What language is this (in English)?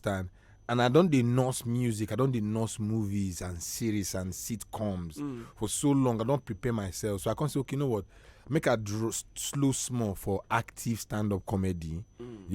Nigerian Pidgin